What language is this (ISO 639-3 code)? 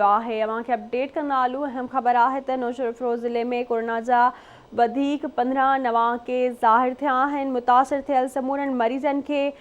snd